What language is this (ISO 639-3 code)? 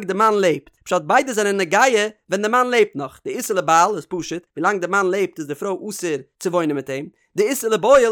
yid